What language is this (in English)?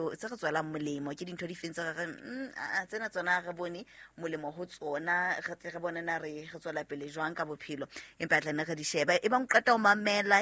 Southern Sotho